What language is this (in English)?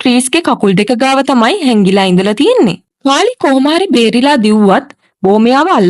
Sinhala